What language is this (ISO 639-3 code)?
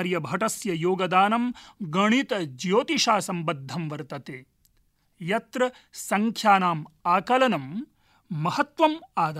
san